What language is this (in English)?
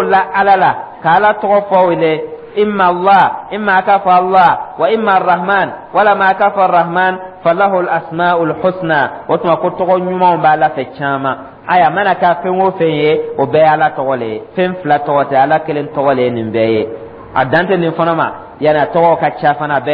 Dyula